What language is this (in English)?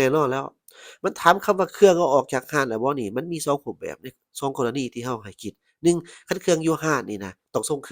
Lao